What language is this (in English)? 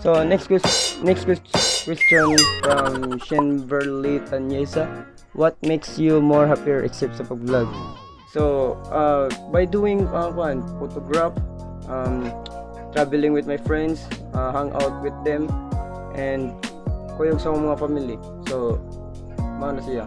Cebuano